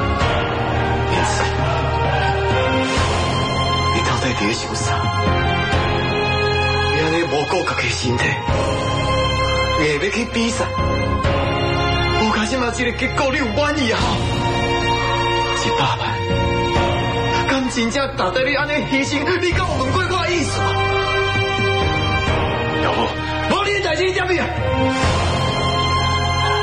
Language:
Min Nan Chinese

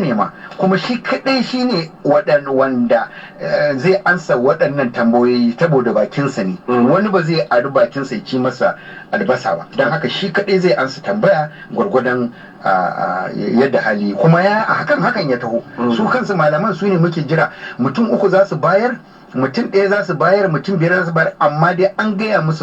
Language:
Hausa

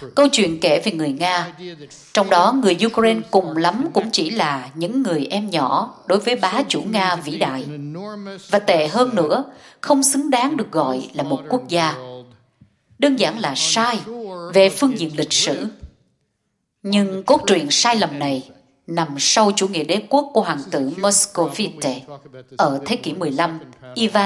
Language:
Vietnamese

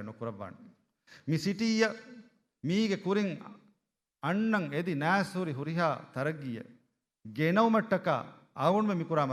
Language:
Divehi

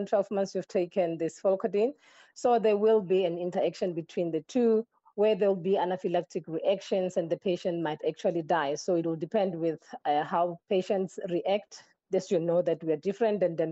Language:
English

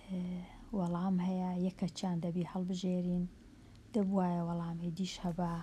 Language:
Central Kurdish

